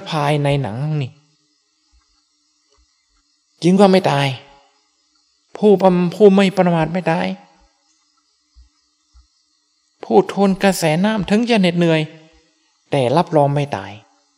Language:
Thai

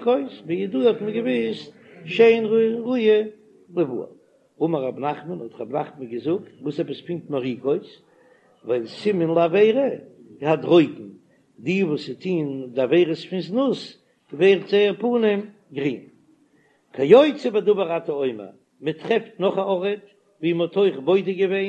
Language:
Yiddish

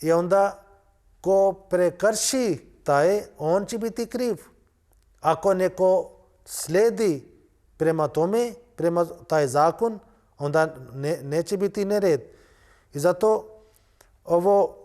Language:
Bosnian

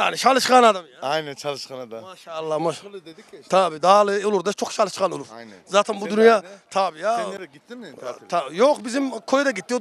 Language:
Turkish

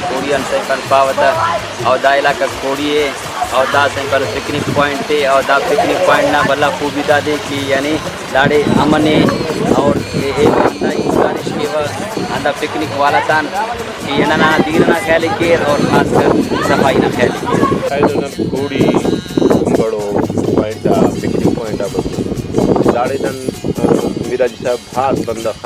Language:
Brahui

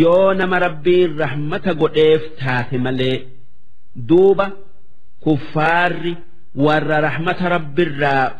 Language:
Oromo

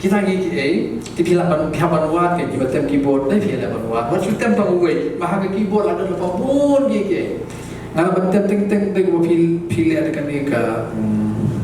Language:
Khasi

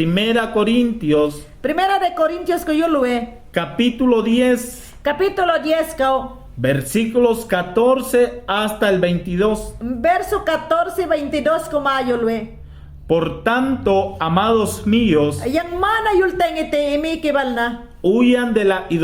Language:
Mayangna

